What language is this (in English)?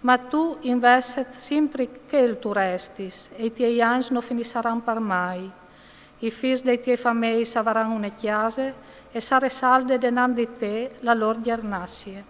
Friulian